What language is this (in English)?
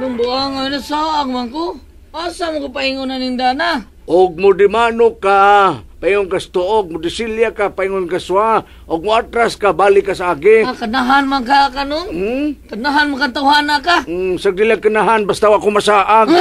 Cebuano